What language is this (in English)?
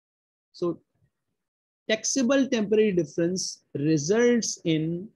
English